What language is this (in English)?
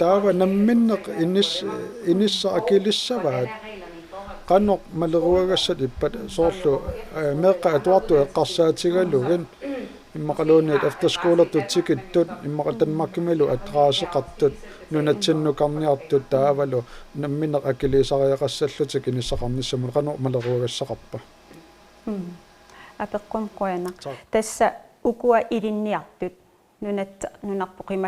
Kalaallisut